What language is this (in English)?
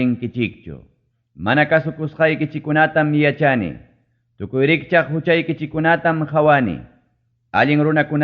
Ayacucho Quechua